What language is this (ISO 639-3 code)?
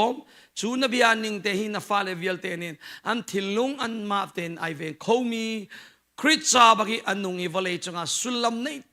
cnh